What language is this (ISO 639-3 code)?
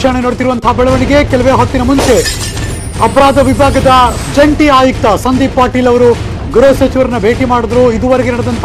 kan